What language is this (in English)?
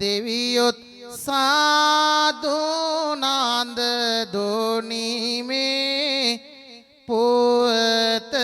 Sinhala